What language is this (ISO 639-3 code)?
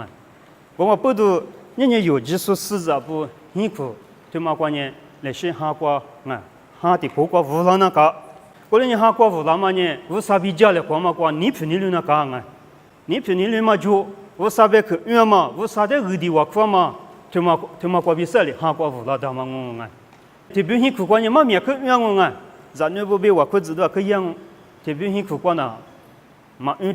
lis